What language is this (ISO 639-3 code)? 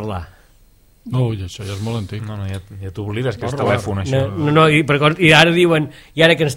cat